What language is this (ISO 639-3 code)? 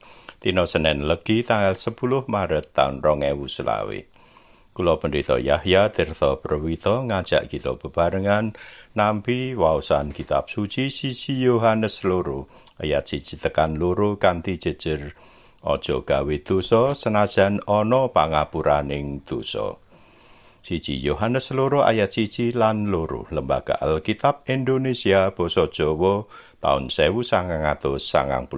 jav